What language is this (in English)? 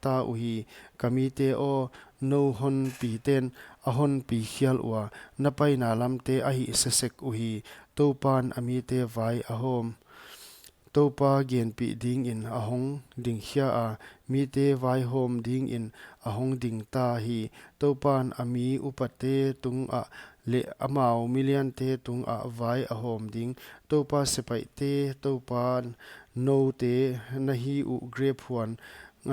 Paite Chin